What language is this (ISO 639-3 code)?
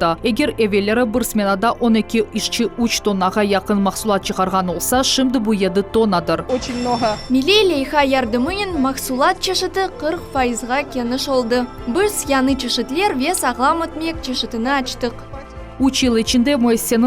crh